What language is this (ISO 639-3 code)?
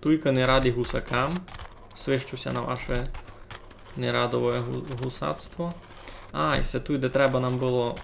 rue